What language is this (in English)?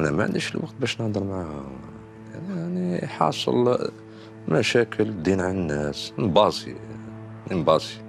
Algerian Arabic